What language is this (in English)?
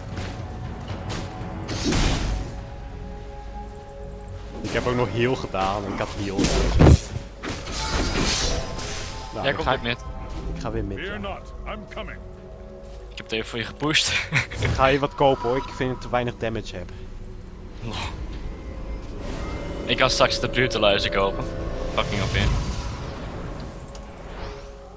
Dutch